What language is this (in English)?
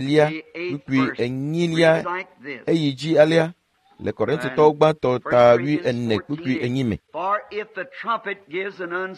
Ewe